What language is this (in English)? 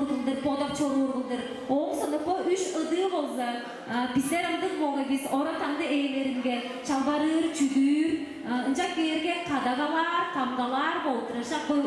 Tuvinian